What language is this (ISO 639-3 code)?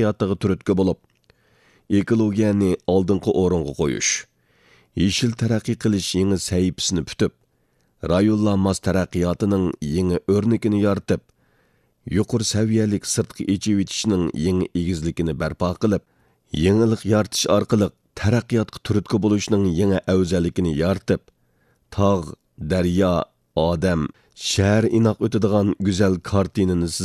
uig